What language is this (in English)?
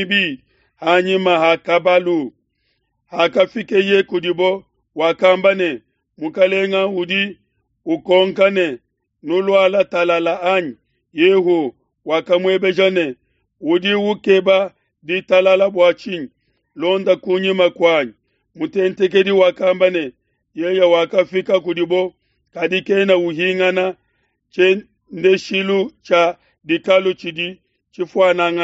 Luba-Lulua